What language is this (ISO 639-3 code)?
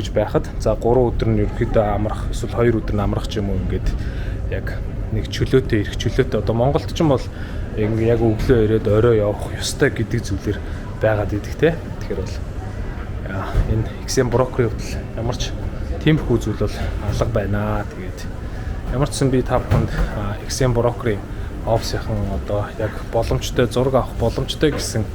mon